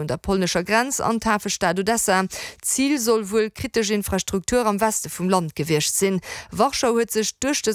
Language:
Luxembourgish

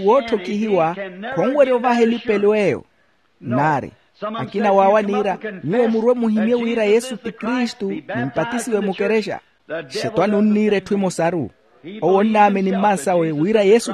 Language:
Makhuwa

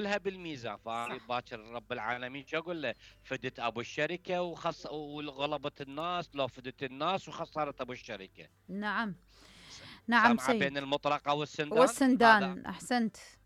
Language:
Mesopotamian Arabic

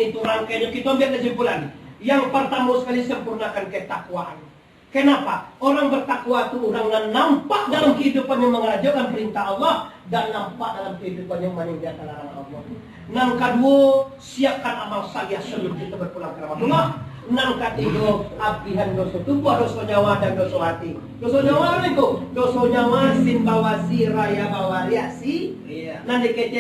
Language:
Minangkabau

